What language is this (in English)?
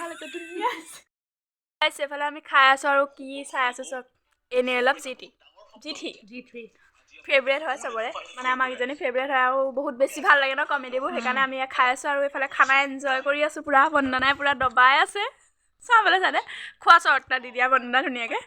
Assamese